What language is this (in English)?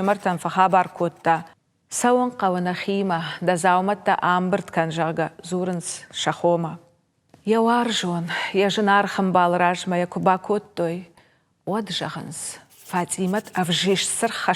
Ossetic